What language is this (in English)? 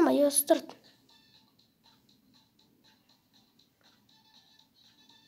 Kazakh